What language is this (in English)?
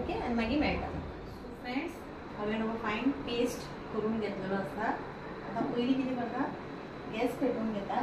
Konkani